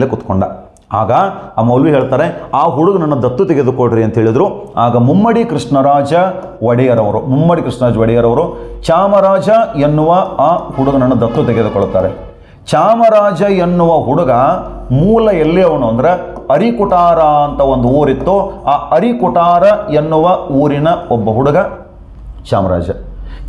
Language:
Kannada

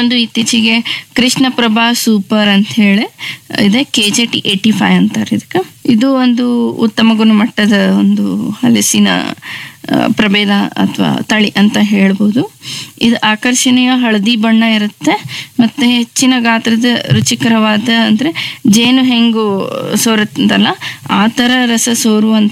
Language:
Kannada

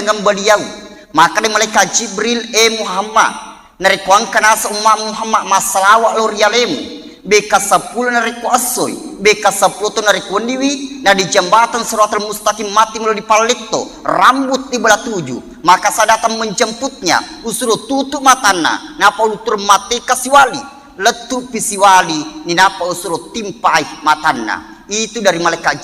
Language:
Buginese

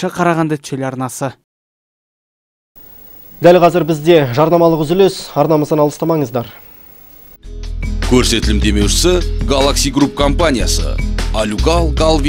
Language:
Kazakh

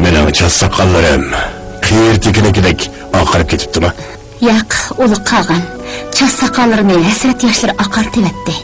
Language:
Uyghur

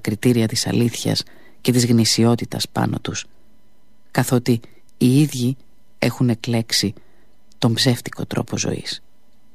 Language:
Greek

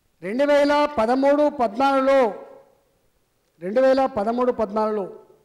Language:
Telugu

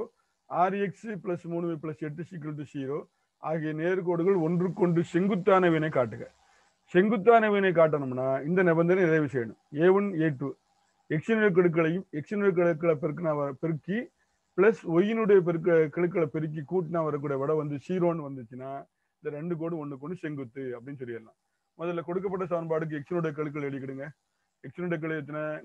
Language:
Tamil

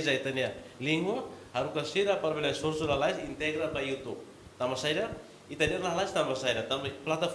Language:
Tetum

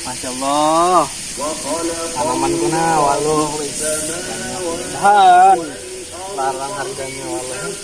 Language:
Banjar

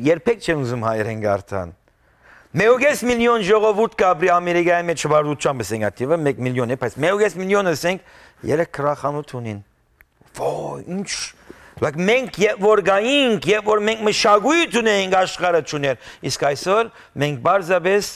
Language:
Western Armenian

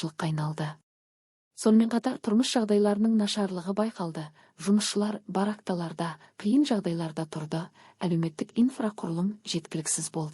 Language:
Kazakh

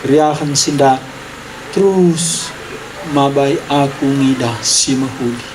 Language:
Batak Karo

